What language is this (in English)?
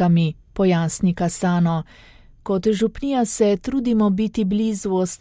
Slovenian